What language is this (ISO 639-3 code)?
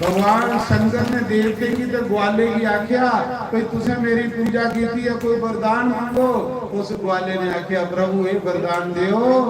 doi